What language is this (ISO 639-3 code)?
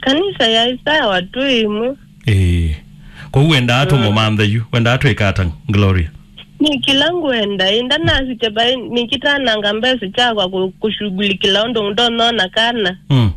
kam